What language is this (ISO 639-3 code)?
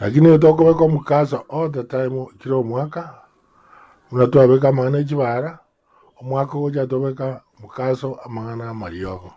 guz